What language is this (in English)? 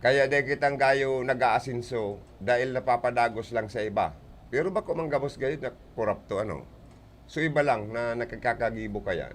Bikol